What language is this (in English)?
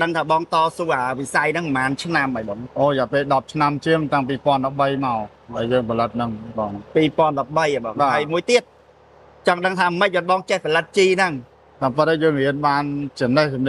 Khmer